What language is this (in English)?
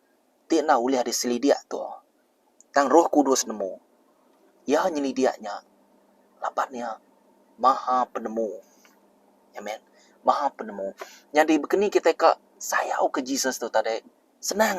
Iban